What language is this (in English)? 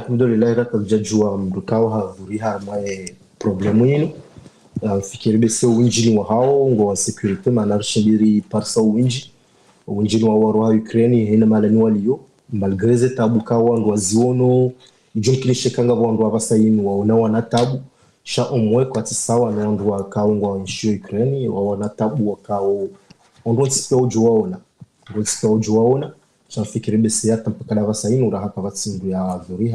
Ngazidja Comorian